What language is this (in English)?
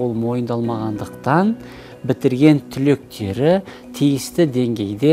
Kazakh